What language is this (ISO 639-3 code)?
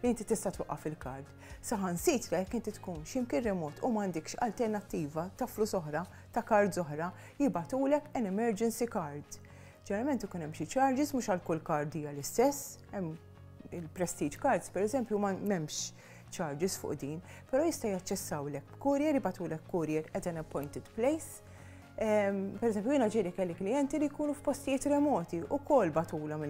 mlt